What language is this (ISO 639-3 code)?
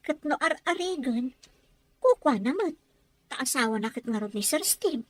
ilo